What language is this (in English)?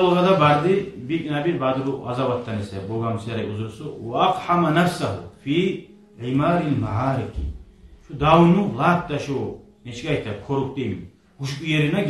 Kumyk